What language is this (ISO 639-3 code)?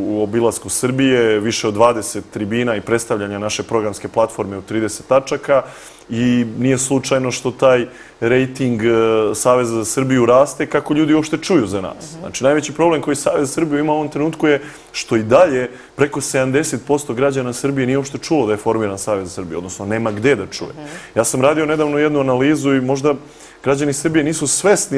srp